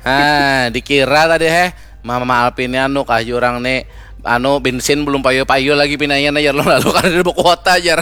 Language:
Banjar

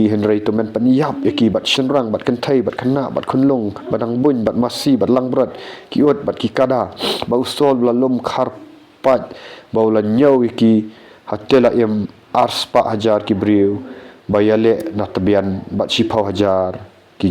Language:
Khasi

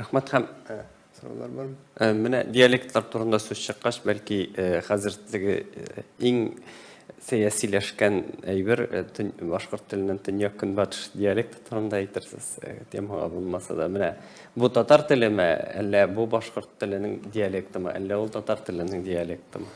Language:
Tatar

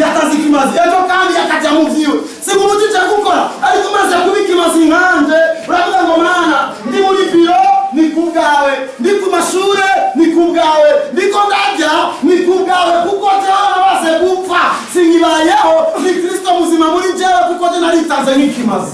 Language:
Rundi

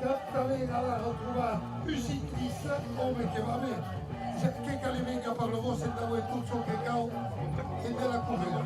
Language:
Occitan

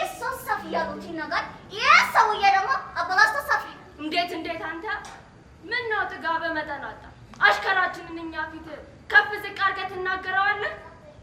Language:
Amharic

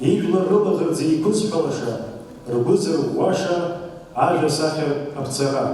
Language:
Abkhazian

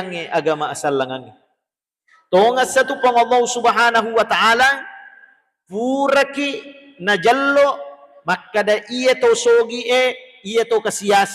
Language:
Buginese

